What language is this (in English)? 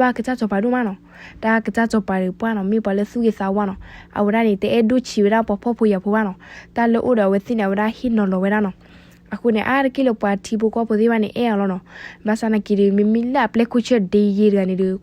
S'gaw Karen